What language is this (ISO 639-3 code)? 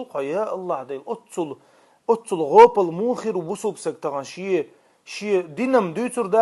che